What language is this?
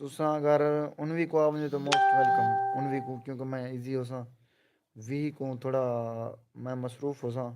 Saraiki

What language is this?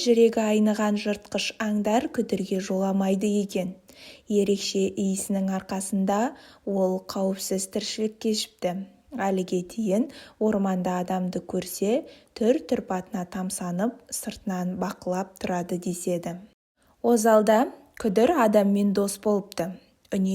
Kazakh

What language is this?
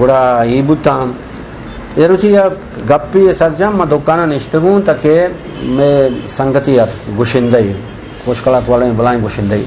Eastern Balochi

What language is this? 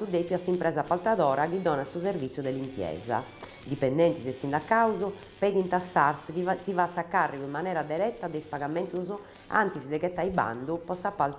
Sardinian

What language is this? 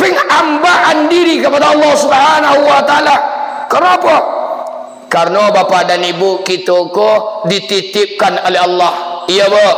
Minangkabau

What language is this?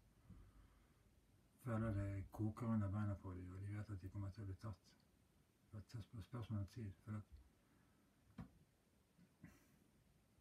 Norwegian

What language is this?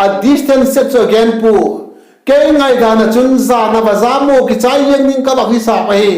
Vaiphei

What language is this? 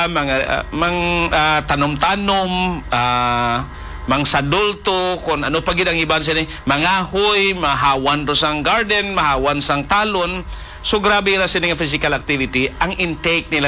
Hiligaynon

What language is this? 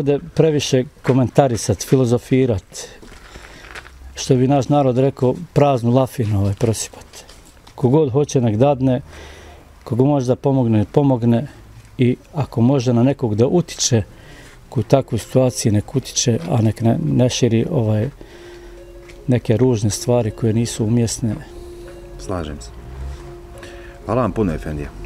Bosnian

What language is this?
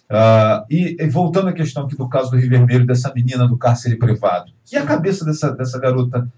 Portuguese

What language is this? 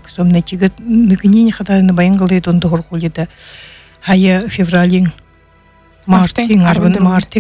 Buriat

